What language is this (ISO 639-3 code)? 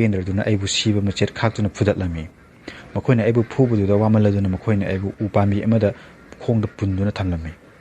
mni